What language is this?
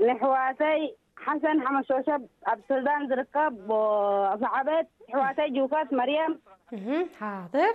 Tigrinya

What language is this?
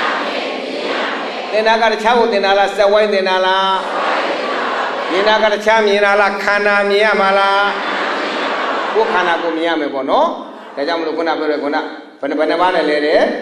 Burmese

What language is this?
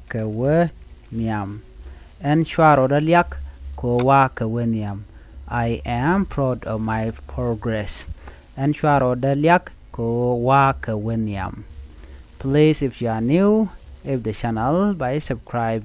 Nuer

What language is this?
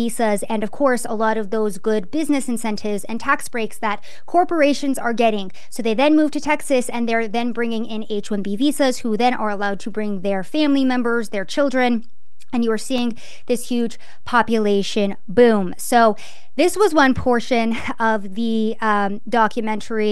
English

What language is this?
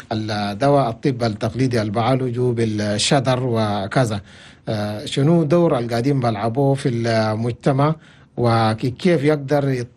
Chadian Arabic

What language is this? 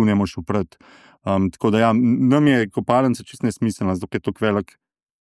Slovenian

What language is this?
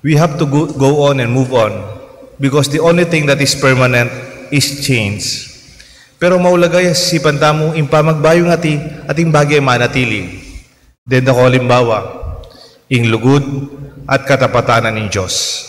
Pampanga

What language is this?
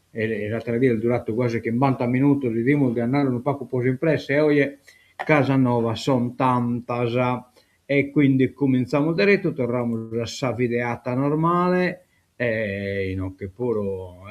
Sardinian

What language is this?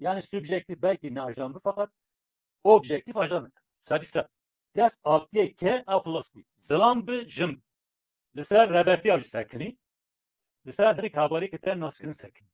Kurdish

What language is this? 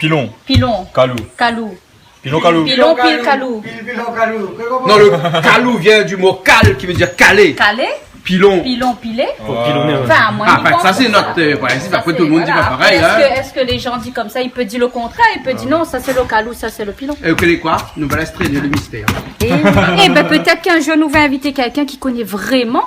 Réunion Creole French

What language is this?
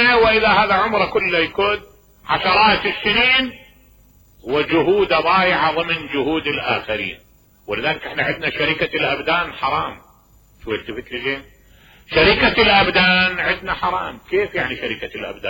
Mesopotamian Arabic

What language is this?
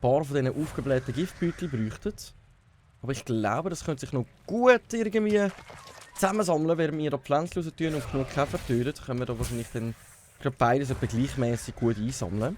Swiss German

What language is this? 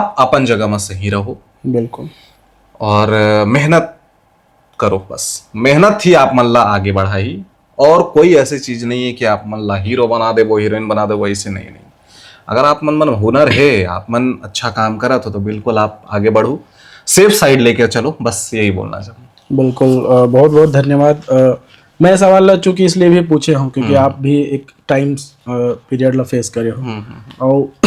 Chhattisgarhi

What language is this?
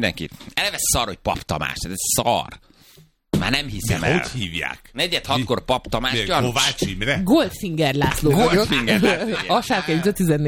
Hungarian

